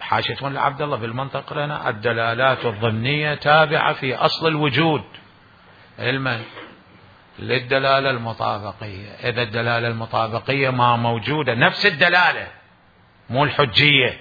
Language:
Mesopotamian Arabic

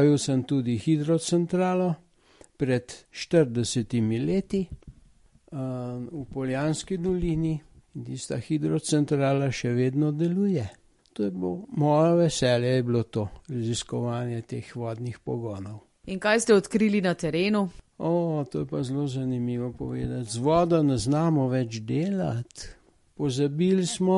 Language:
Slovenian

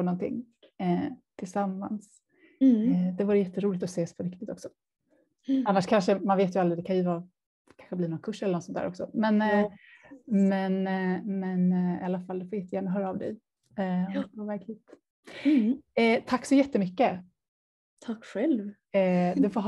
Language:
Swedish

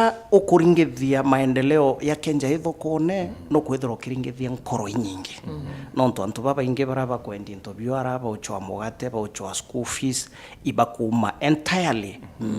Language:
Meru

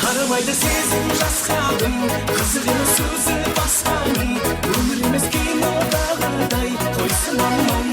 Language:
Kara-Kalpak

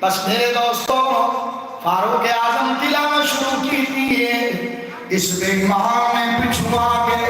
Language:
Saraiki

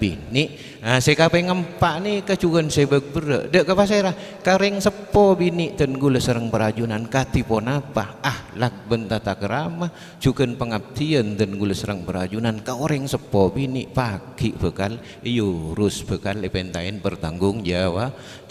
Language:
Madurese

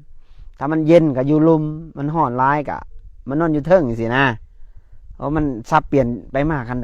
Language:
Northeastern Thai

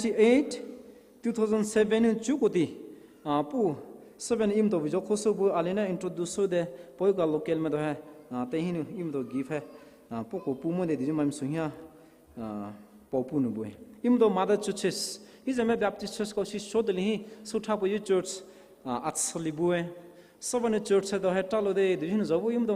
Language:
Poumei Naga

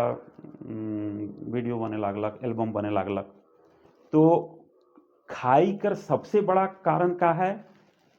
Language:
Sadri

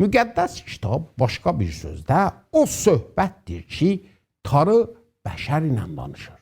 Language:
South Azerbaijani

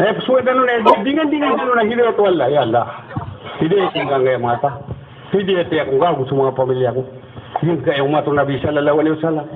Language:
Maranao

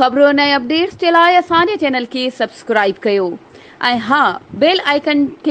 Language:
Sindhi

